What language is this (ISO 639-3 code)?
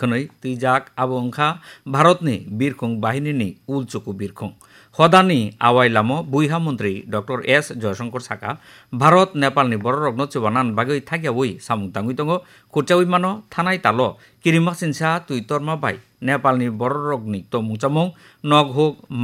trp